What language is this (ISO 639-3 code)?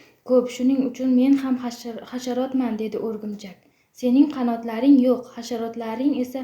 uzb